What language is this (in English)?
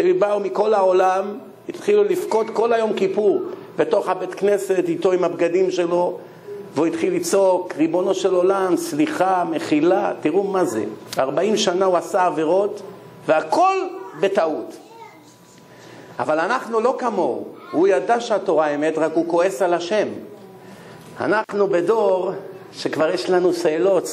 Hebrew